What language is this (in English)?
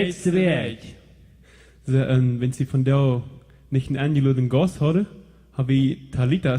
Plautdietsch